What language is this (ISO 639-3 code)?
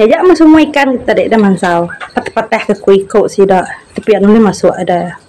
iba